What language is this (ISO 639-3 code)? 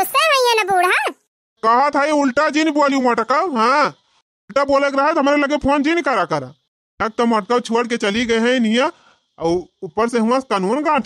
awa